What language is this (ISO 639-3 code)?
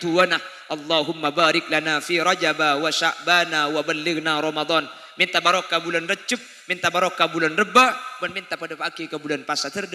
mad